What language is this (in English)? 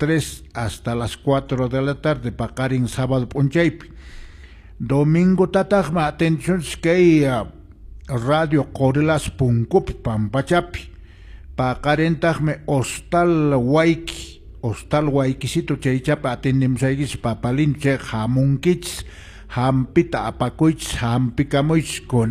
Quechua